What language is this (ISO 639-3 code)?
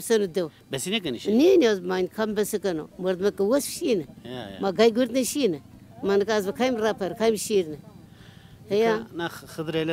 zza